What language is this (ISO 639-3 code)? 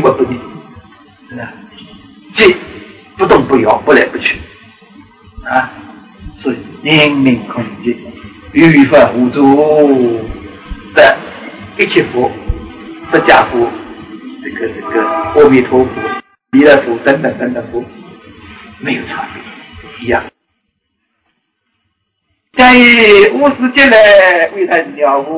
zho